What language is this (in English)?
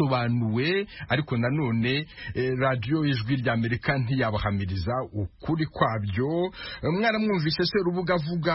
Kinyarwanda